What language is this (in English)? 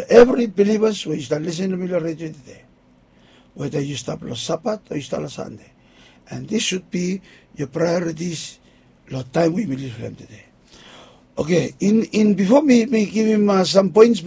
Bislama